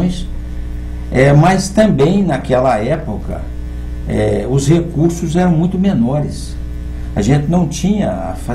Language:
Portuguese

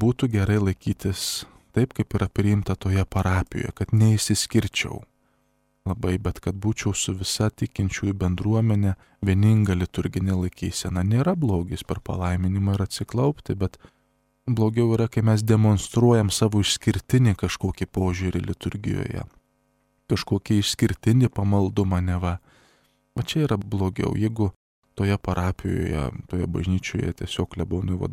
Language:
Lithuanian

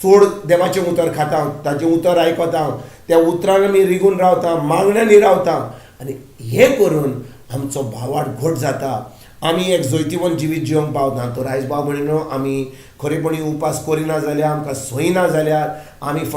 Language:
Konkani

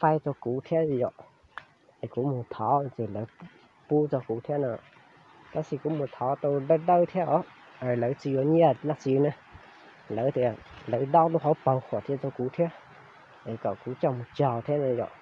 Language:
Hmong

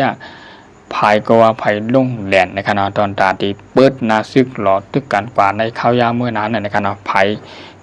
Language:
Shan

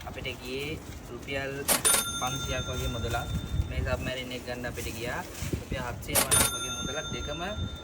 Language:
Sinhala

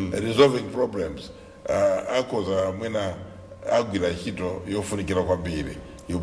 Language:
Nyanja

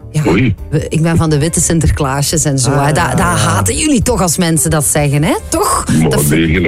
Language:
Dutch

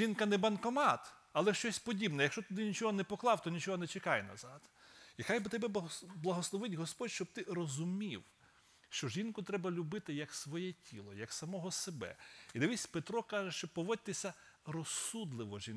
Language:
Ukrainian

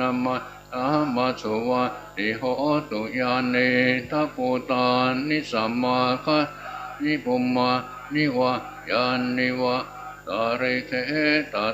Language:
Pali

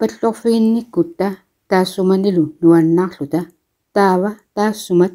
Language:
Kalaallisut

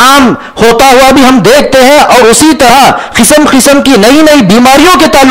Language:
Urdu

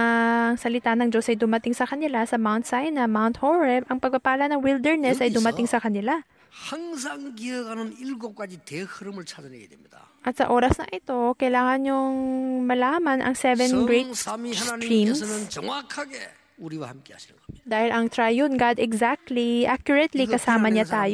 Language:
Filipino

